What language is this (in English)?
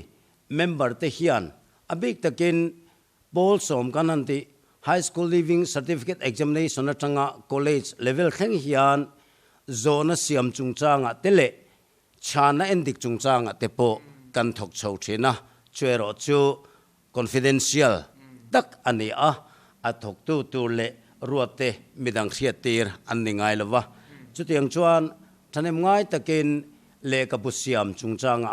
Mizo